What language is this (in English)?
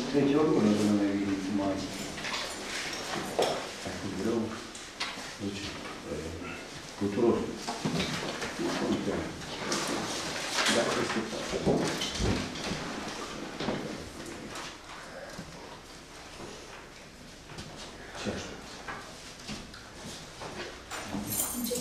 Romanian